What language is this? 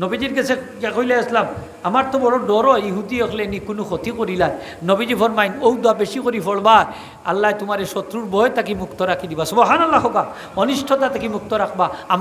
Sylheti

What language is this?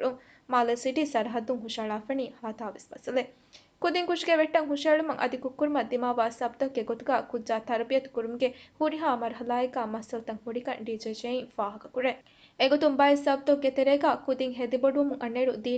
Divehi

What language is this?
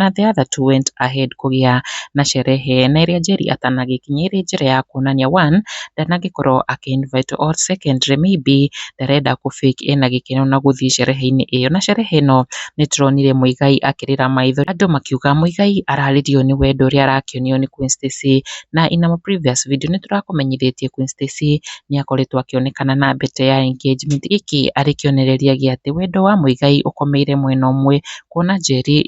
Kikuyu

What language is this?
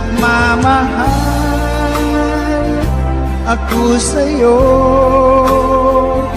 Filipino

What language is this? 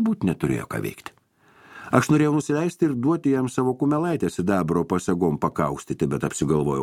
Lithuanian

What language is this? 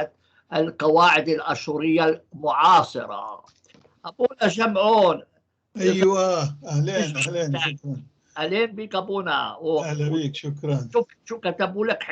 North Levantine Arabic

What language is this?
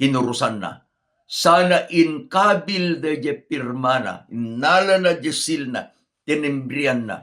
Iloko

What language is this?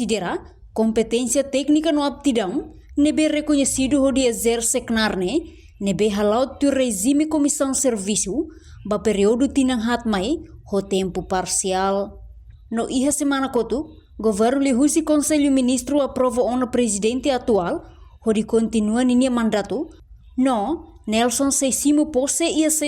Tetum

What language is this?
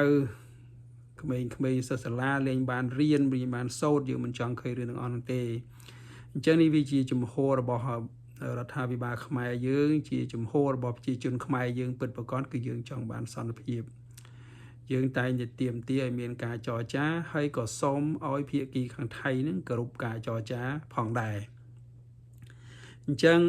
Khmer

